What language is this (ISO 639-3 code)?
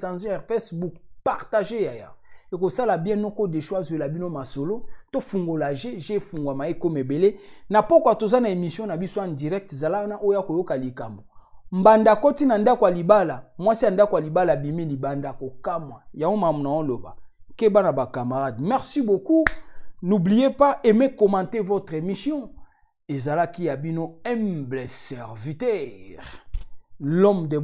lin